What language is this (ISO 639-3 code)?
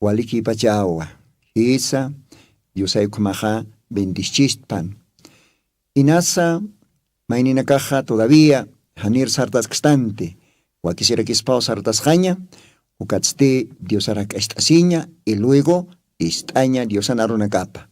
aym